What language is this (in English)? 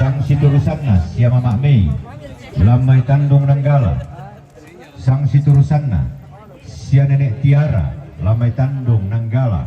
Toraja-Sa'dan